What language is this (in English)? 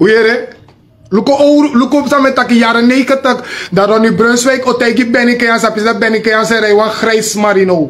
Sranan Tongo